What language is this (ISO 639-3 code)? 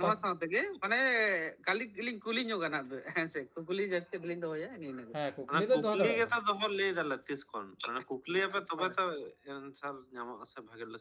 sat